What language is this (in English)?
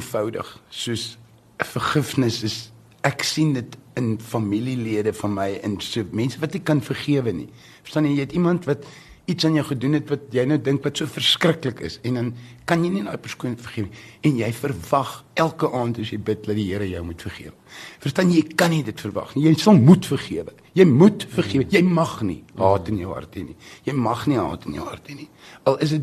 Afrikaans